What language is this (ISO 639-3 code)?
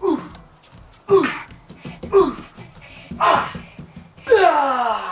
mri